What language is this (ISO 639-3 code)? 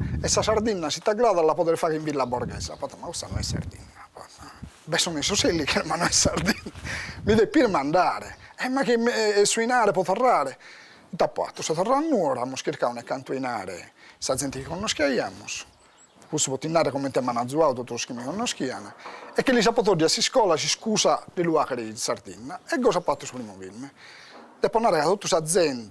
srd